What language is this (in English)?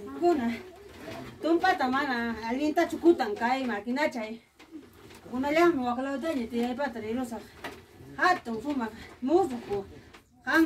Ayacucho Quechua